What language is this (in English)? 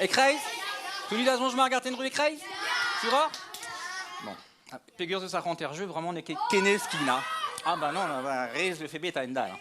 Breton